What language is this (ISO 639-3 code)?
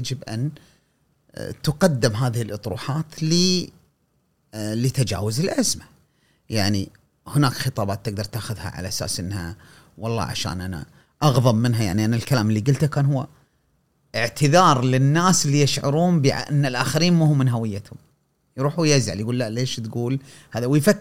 afb